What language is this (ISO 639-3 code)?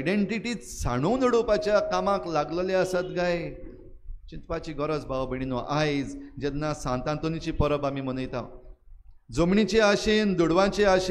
kok